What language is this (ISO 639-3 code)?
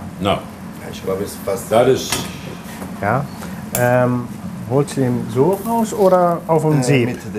lim